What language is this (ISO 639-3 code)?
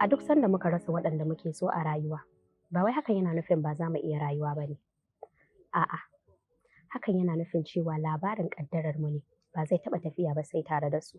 hau